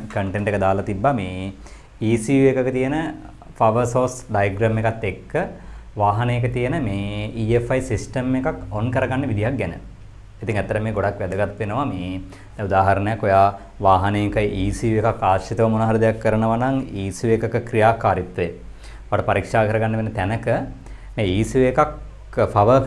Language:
Sinhala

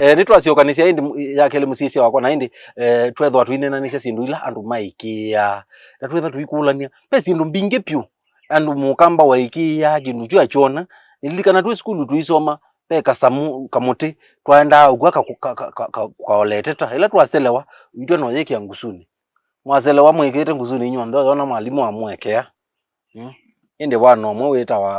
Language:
Kamba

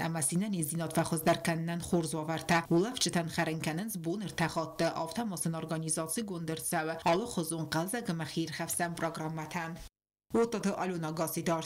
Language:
Ossetic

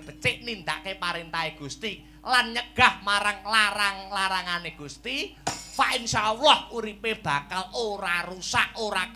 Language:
Javanese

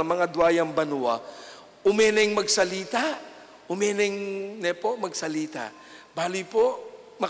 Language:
Pampanga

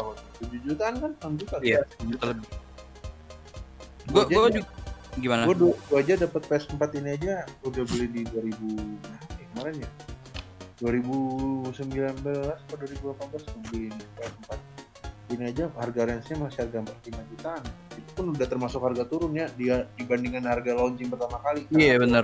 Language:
Indonesian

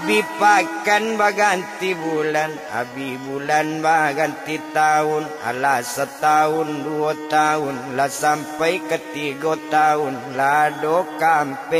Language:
Minangkabau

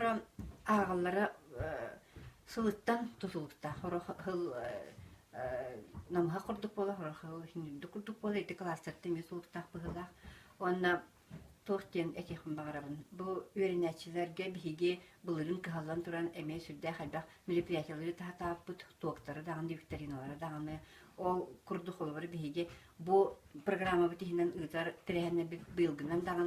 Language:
Yakut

